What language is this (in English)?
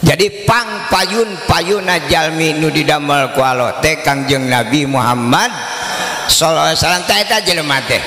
Sundanese